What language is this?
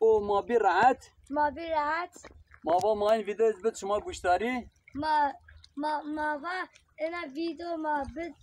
Zaza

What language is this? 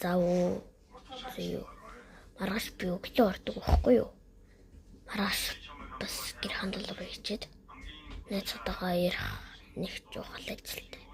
Mongolian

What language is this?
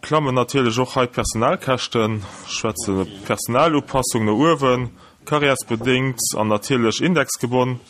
Luxembourgish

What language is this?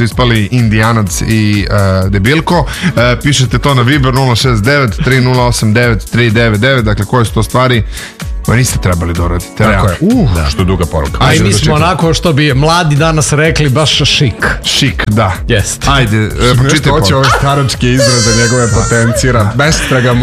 Serbian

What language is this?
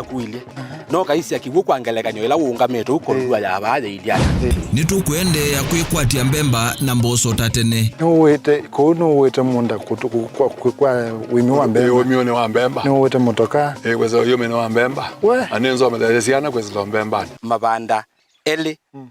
Kamba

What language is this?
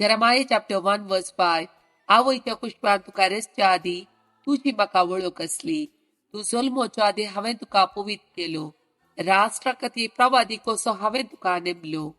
Konkani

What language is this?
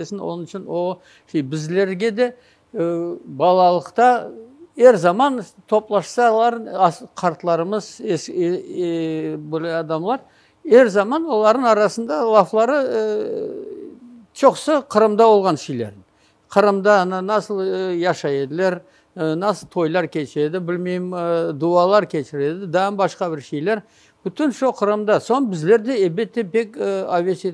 Crimean Tatar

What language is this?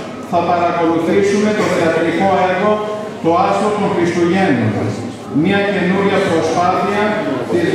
Greek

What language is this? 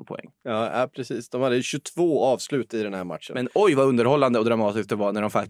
Swedish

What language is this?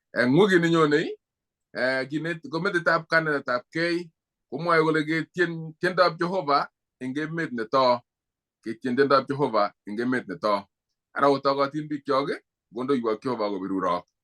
Kalenjin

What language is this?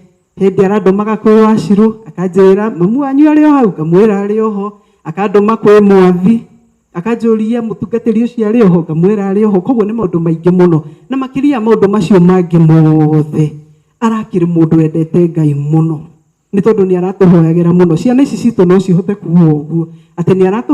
Kikuyu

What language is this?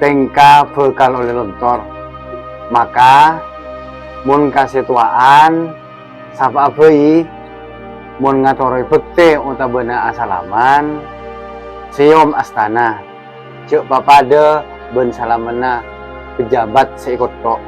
Madurese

